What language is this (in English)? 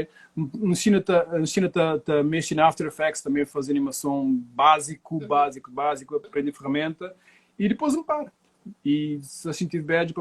Kabuverdianu